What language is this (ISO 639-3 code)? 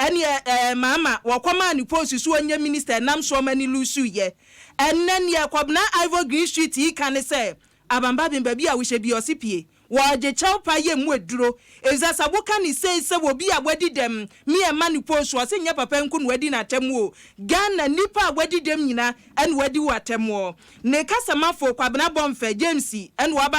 aka